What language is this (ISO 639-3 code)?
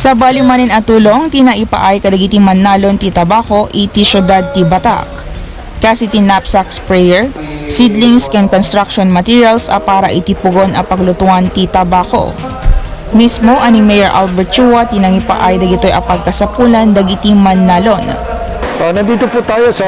ilo